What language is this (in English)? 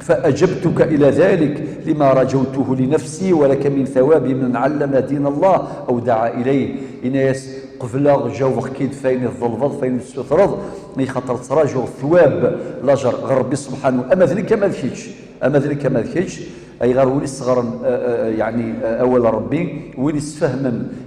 Kabyle